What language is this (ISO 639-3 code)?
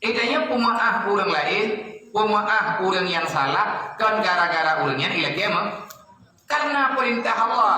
ace